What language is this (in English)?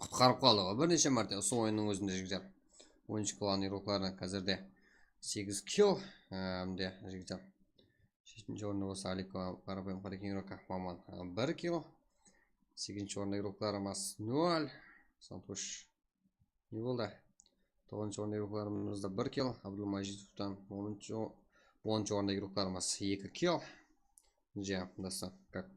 Kara-Kalpak